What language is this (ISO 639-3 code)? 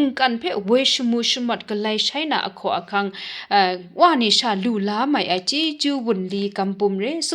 kac